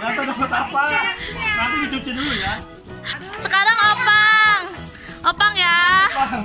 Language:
Betawi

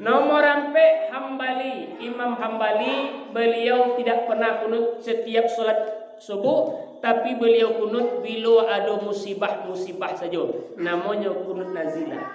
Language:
Minangkabau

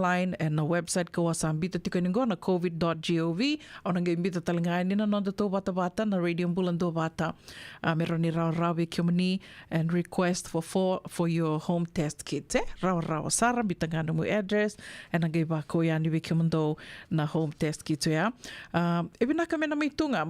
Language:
Fijian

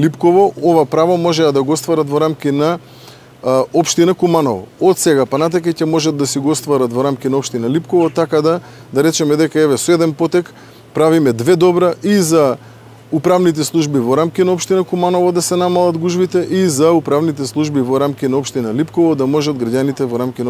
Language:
Macedonian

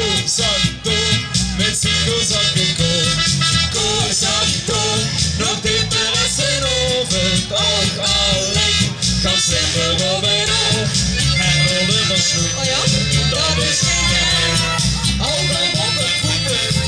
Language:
Limburgish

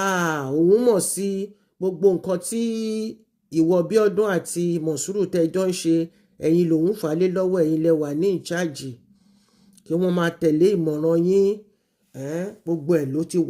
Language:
Yoruba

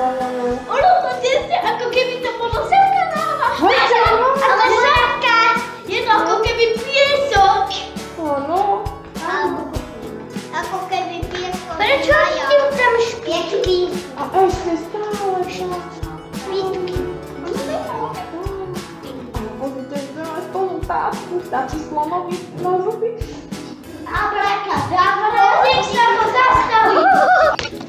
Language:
Slovak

